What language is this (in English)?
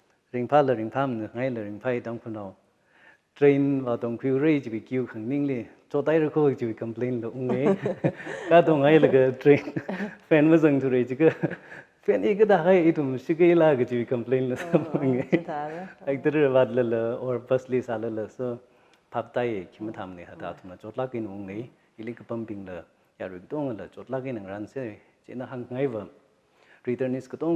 Tangkhul Naga (India)